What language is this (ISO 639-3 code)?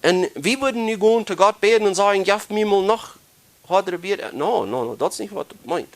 pdt